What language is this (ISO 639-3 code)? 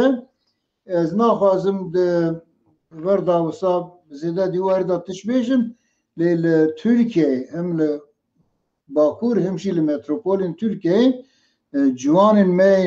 kur